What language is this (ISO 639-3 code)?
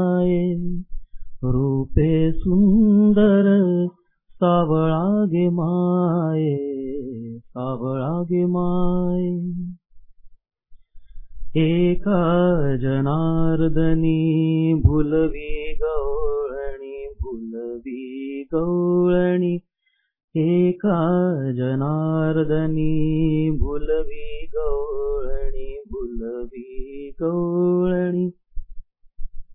mar